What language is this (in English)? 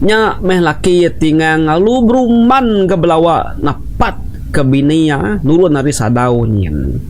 Iban